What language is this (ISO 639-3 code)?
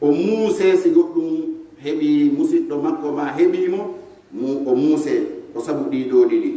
fuf